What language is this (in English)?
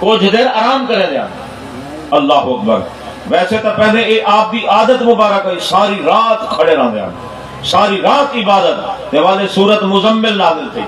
Saraiki